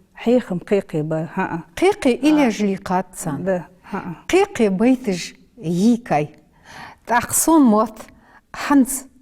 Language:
Ingush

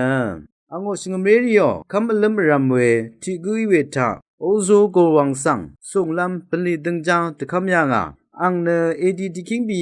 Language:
Rawang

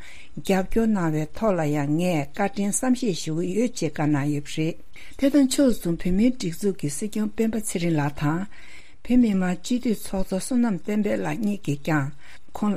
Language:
Tibetan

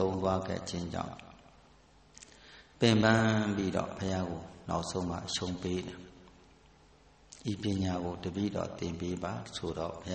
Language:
Burmese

